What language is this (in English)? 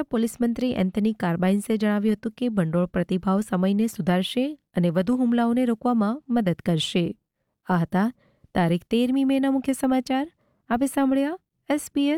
Gujarati